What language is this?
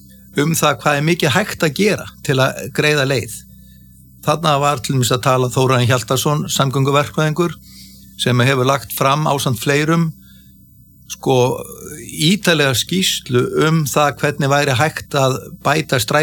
Icelandic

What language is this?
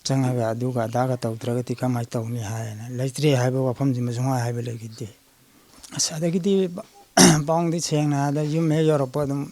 Manipuri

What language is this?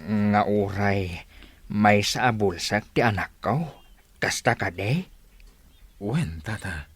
Iloko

